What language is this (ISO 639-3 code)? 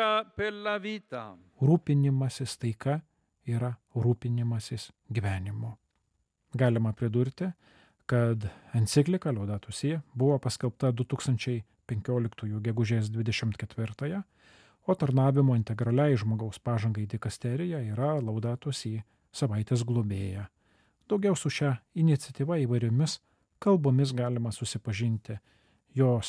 lit